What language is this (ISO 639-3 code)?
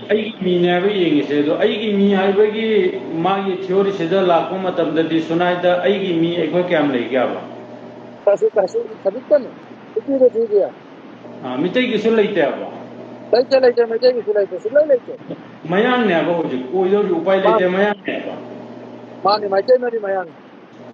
mni